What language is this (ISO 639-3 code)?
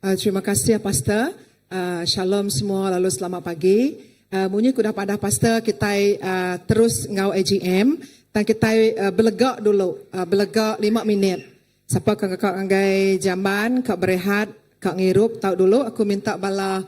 iba